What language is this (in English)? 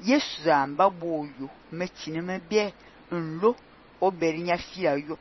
Fang